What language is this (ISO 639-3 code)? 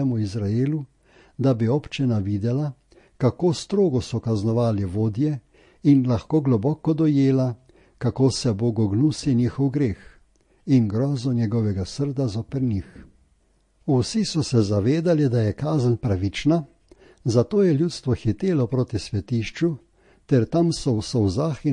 slv